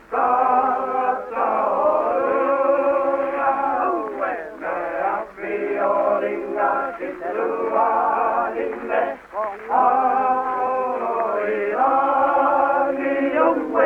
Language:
Māori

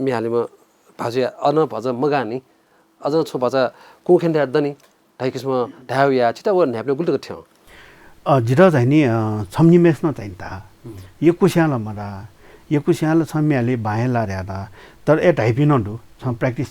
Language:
Newari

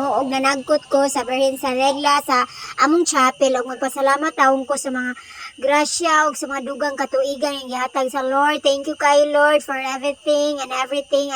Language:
Cebuano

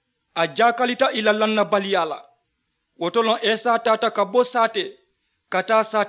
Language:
Mandingo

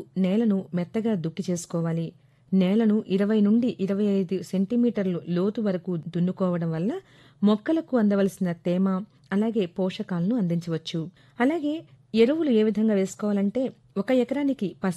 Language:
Telugu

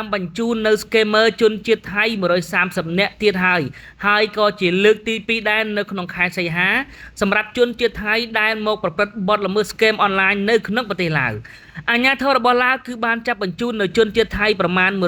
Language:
Khmer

